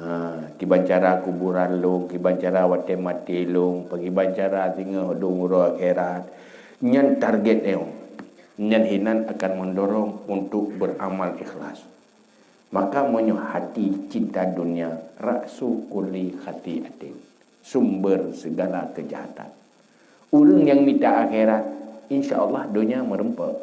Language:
Achinese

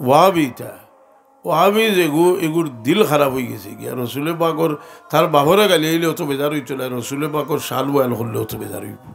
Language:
Sylheti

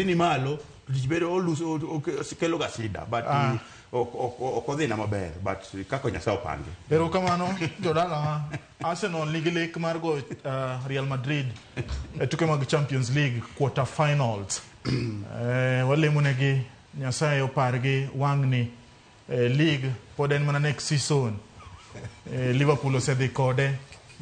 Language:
Luo (Kenya and Tanzania)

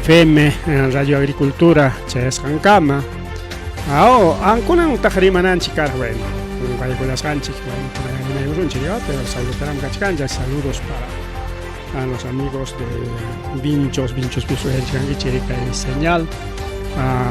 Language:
Ayacucho Quechua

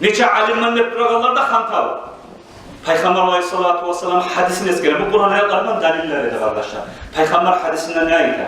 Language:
Kumyk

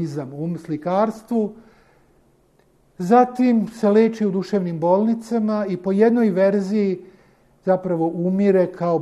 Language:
Serbian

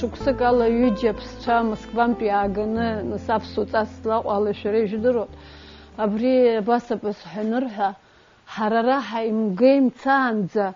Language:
Abkhazian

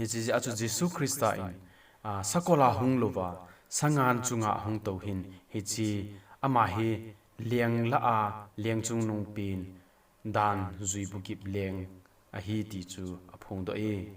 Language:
Thado Chin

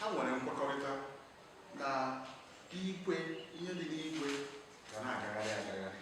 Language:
Igbo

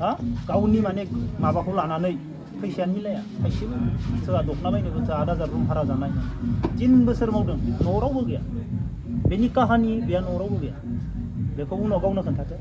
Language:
Bodo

